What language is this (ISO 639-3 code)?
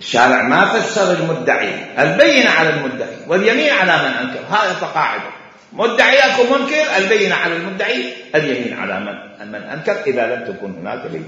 acm